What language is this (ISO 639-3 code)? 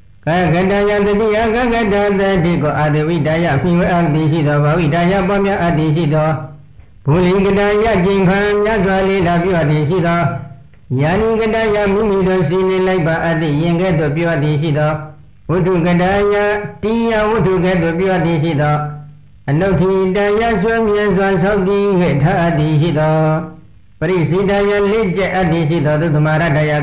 mya